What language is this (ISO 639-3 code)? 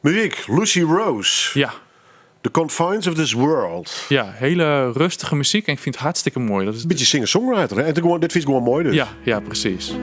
fry